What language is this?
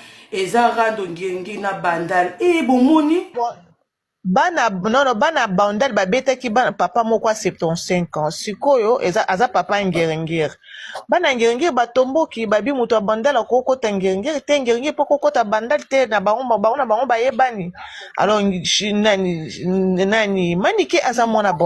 Lingala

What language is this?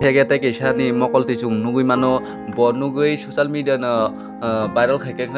Kok Borok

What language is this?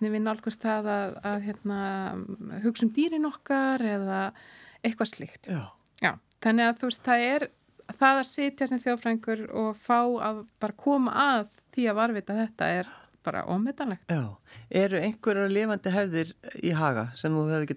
Icelandic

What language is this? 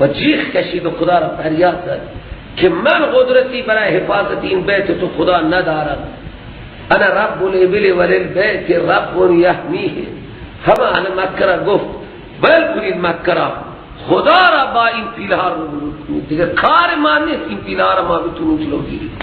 Persian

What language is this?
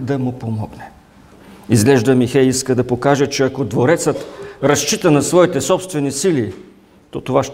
Bulgarian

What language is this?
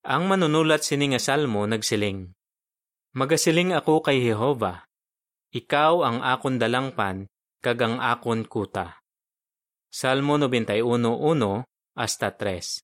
Hiligaynon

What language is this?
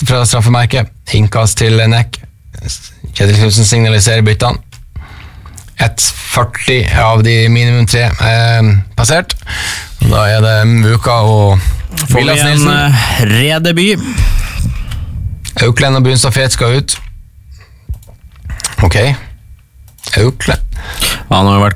Norwegian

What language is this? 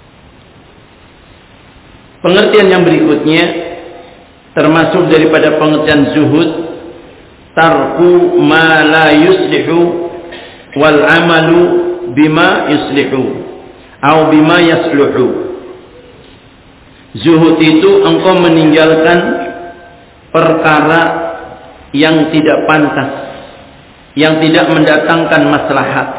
Indonesian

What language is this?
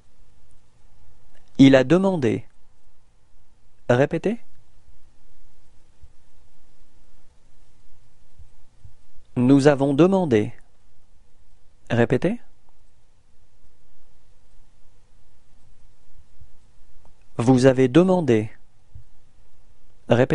French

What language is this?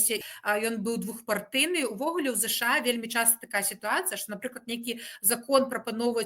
Belarusian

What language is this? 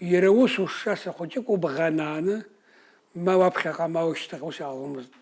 Abkhazian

